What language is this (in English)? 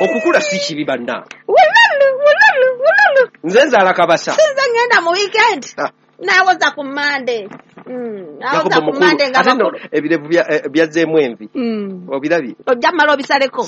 Ganda